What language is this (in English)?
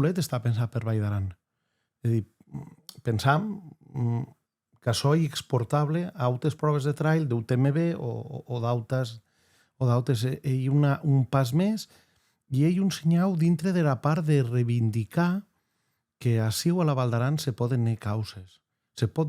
Occitan